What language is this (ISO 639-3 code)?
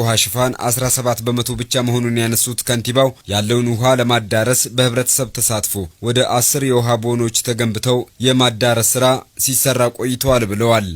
amh